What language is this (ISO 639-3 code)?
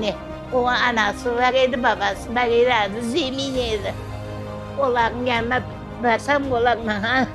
crh